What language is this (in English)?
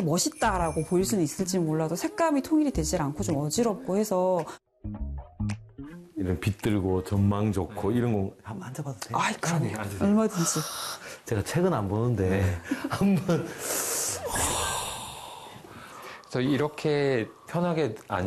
Korean